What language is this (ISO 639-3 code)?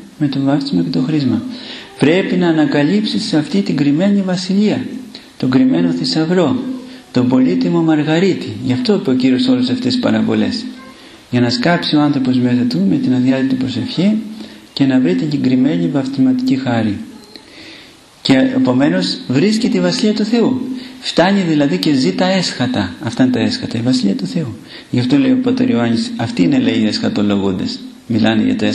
ell